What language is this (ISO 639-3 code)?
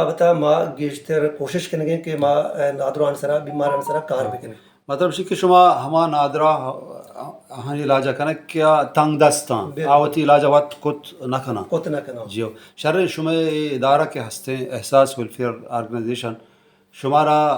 bal